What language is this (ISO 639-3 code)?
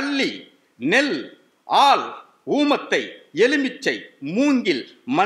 tam